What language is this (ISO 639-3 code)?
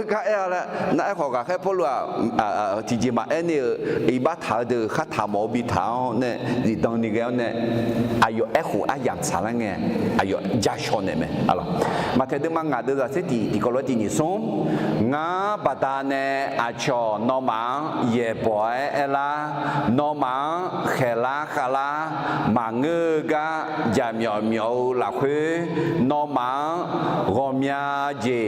ahk